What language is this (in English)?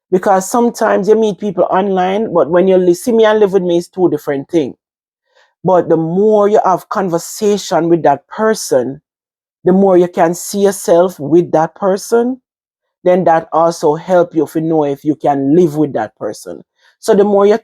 Jamaican Creole English